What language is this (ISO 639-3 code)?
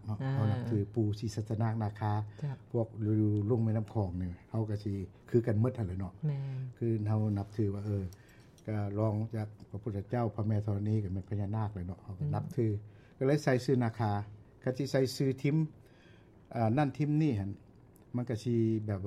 lao